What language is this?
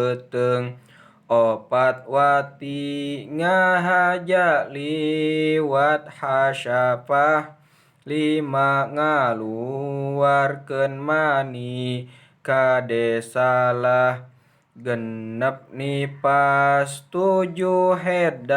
Sundanese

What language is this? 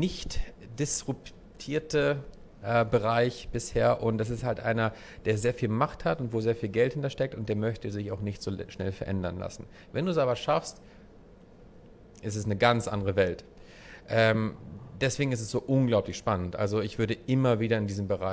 German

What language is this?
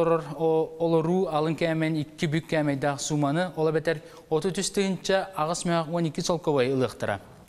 Yakut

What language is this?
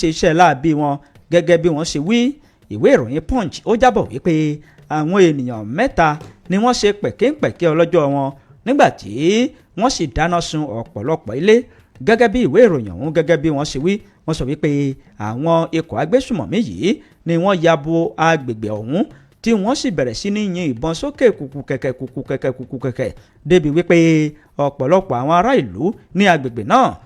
Yoruba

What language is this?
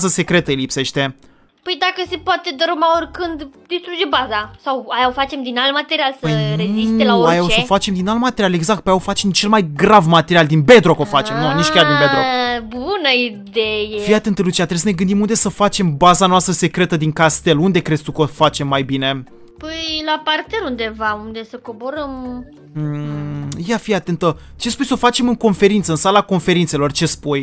Romanian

